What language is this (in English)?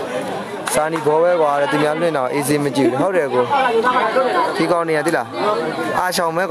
Burmese